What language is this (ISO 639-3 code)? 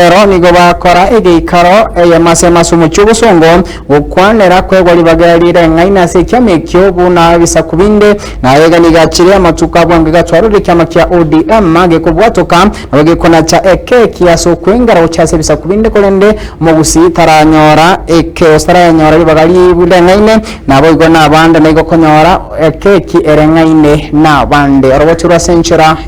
guz